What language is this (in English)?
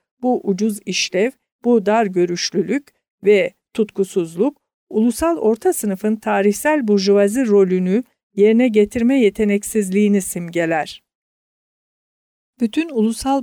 Turkish